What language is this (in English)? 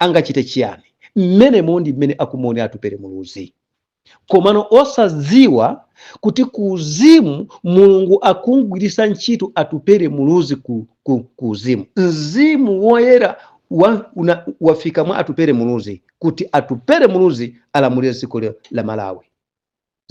Nyanja